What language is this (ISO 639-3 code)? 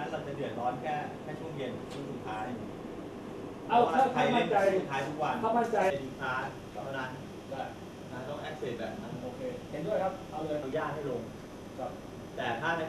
tha